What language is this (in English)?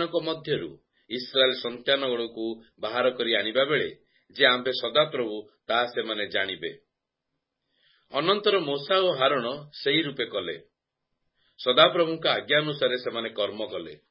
Odia